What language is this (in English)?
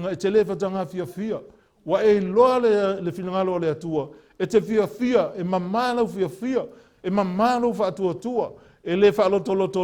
Samoan